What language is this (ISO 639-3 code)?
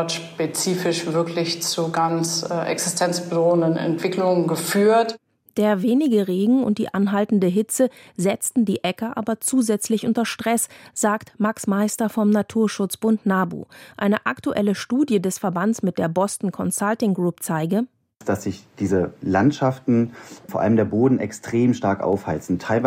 deu